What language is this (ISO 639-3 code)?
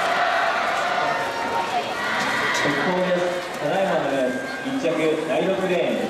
jpn